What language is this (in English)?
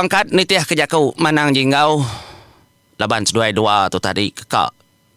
Iban